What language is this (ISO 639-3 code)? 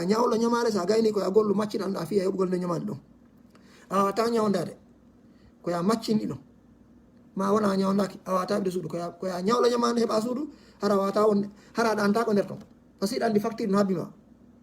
ful